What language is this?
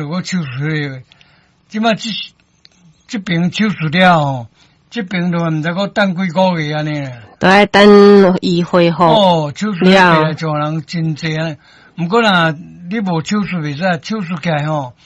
Min Nan Chinese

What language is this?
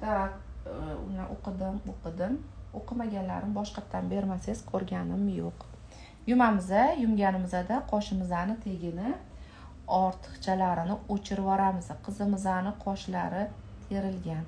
Uzbek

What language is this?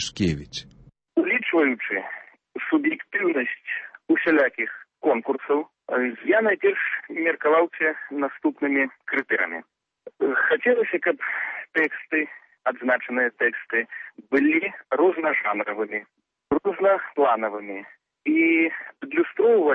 Belarusian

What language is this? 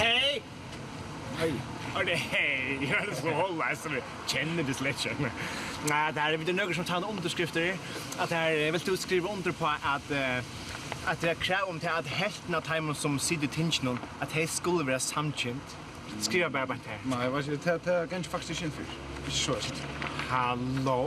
Faroese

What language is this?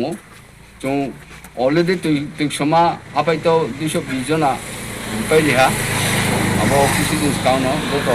Riang (India)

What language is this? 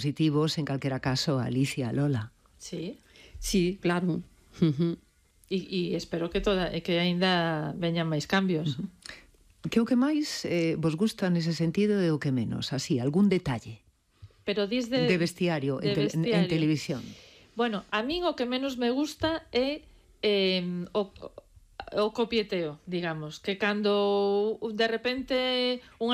Galician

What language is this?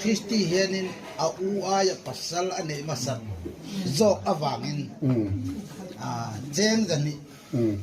Hmar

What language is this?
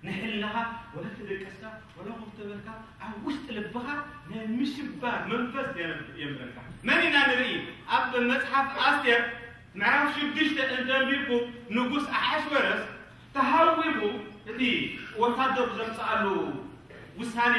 Tigrinya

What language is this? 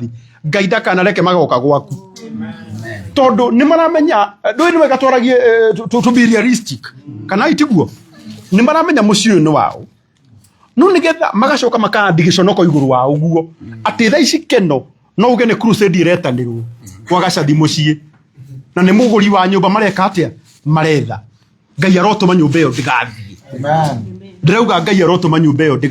Kikuyu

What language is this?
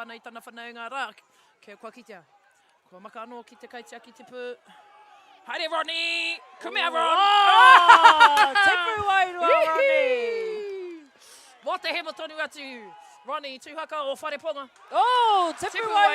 Māori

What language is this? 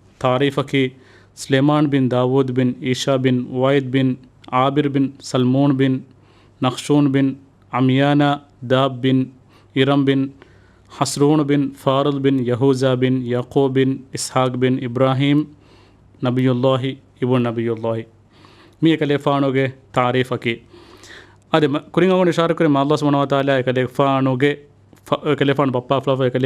Divehi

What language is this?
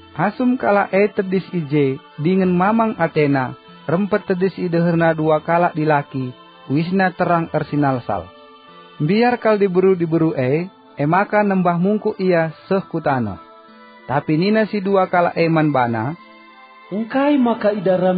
Batak Karo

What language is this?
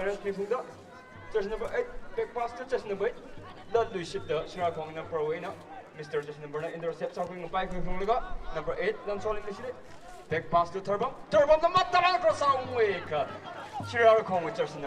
Tangkhul Naga (India)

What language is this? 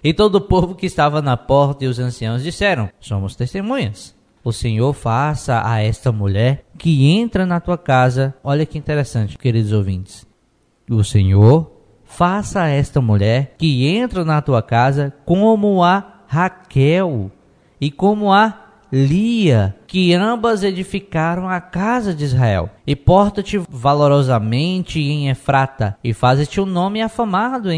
Portuguese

